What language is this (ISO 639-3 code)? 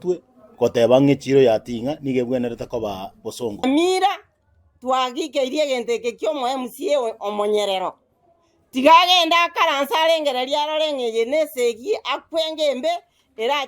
guz